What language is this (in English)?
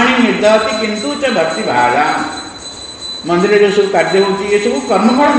Odia